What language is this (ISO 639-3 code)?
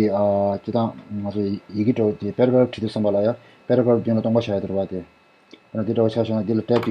bod